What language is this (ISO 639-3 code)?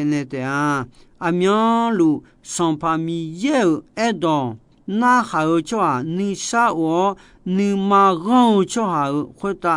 ahk